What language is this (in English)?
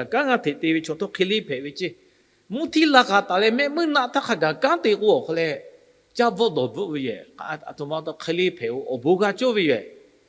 Lahu